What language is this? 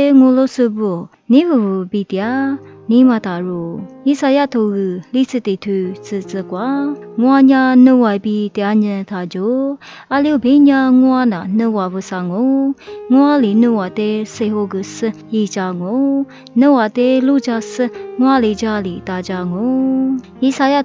Lisu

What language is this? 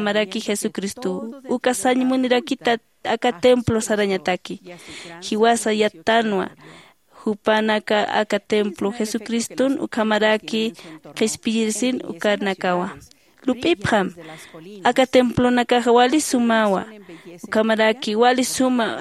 Aymara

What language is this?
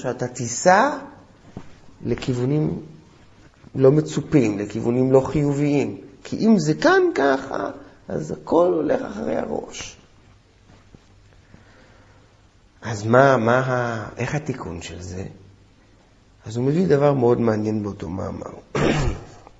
Hebrew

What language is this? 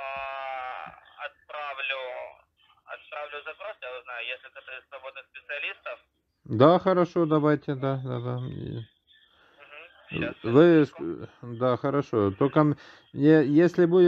Russian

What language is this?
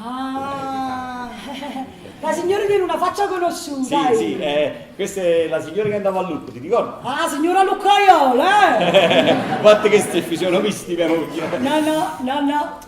Neapolitan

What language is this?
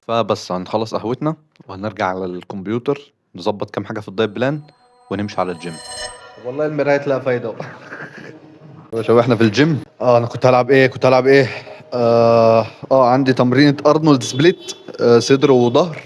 Egyptian Arabic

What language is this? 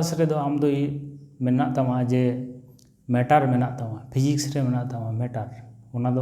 Santali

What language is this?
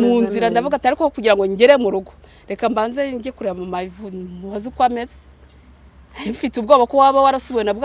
Kinyarwanda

